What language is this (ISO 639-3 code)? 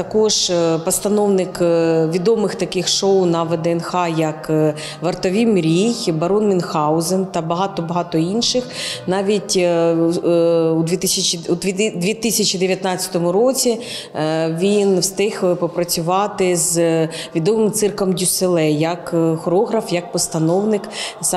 ukr